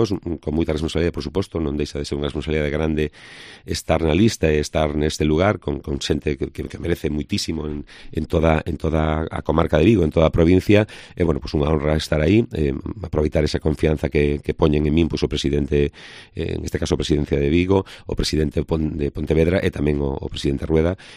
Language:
Galician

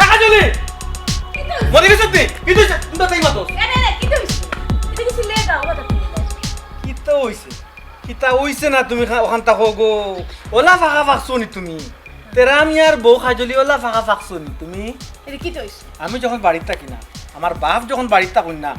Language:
Sylheti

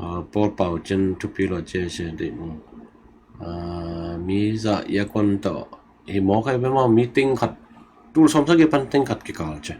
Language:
Tedim Chin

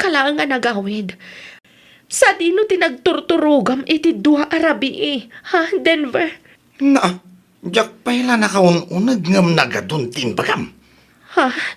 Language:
Iloko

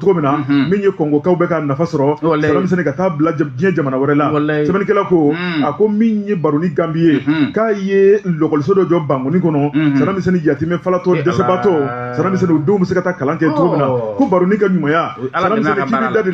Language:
Bambara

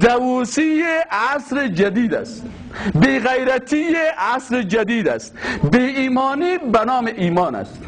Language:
Persian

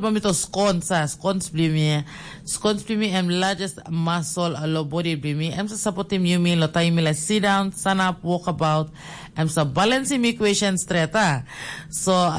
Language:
Tok Pisin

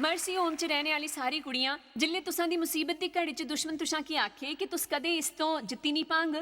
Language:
Dogri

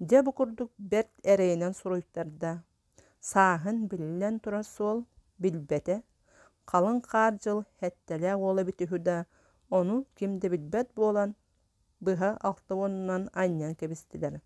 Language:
Yakut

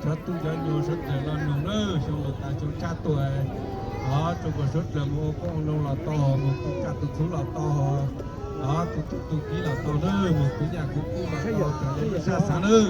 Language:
Hmong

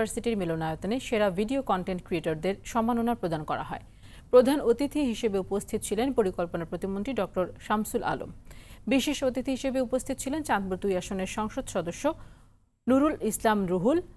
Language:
Bangla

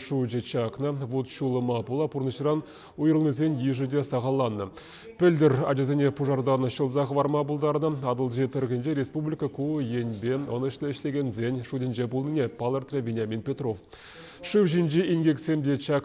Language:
Chuvash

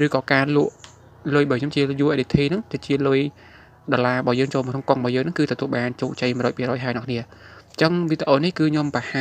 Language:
Khmer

